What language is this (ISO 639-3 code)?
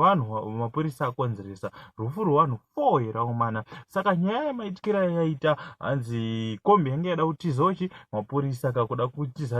sna